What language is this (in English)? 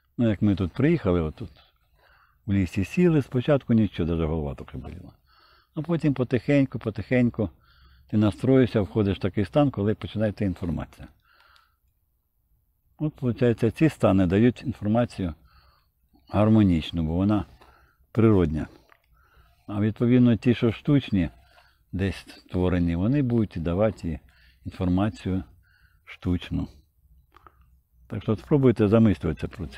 Ukrainian